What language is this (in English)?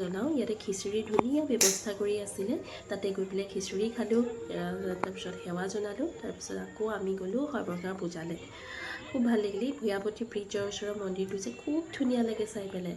Assamese